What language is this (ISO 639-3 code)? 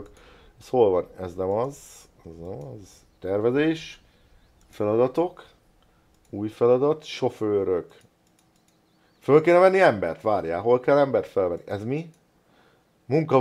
hun